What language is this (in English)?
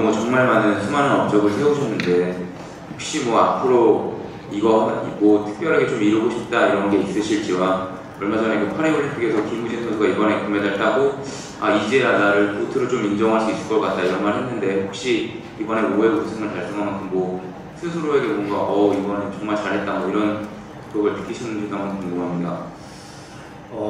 Korean